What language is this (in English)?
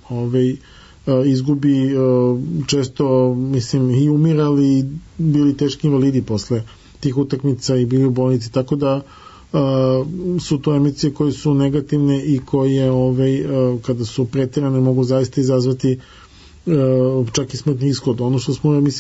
Serbian